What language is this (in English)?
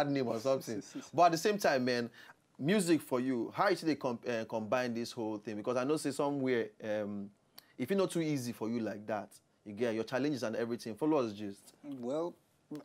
Nigerian Pidgin